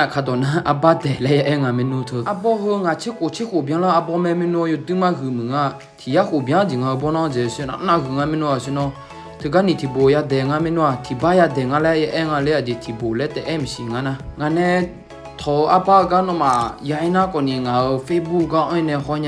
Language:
Akha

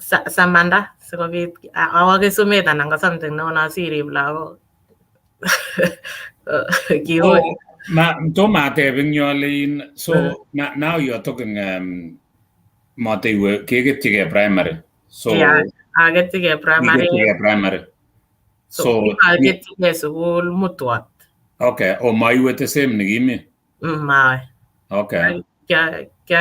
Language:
Kalenjin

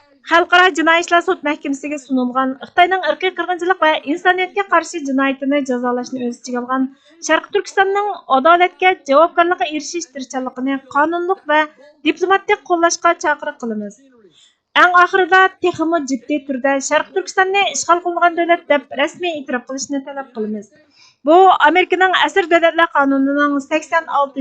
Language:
Uyghur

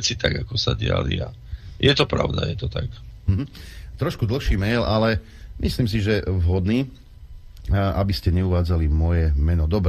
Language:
Slovak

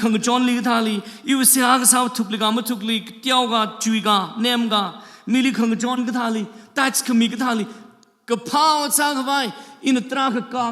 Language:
Tangkhul Naga (India)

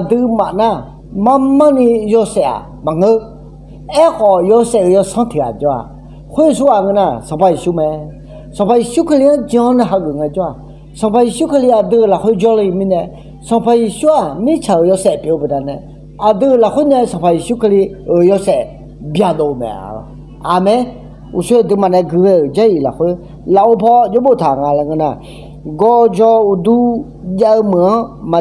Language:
Akha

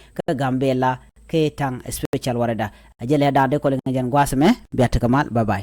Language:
Nuer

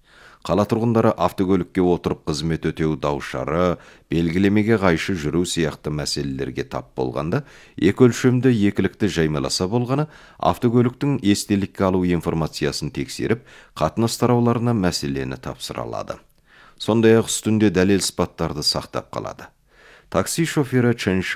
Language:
Kazakh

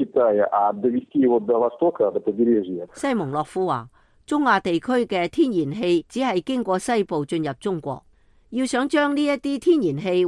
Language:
Cantonese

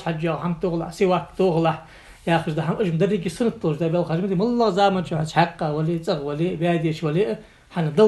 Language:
Ingush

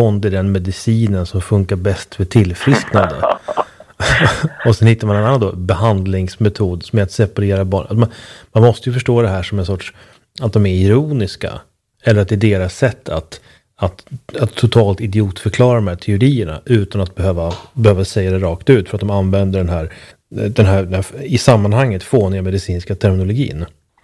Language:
Swedish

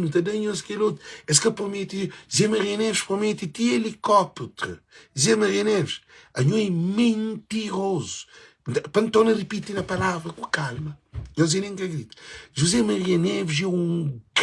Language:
Kabuverdianu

